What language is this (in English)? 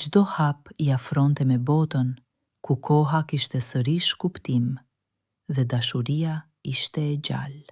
Albanian